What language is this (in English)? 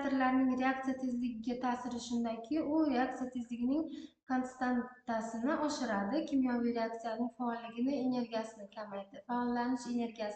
Uzbek